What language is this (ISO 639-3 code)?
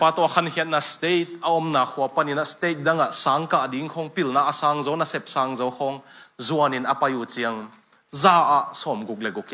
ctd